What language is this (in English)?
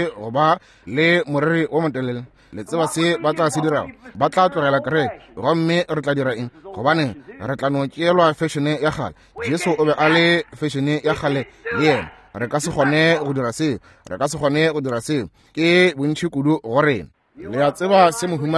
Northern Sotho